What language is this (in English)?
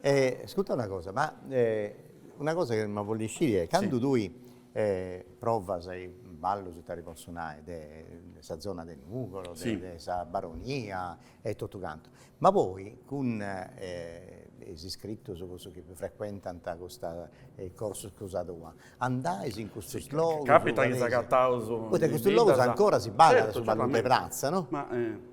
Sardinian